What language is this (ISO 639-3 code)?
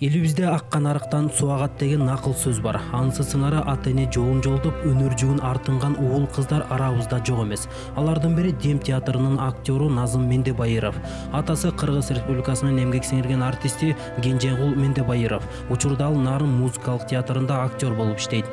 kir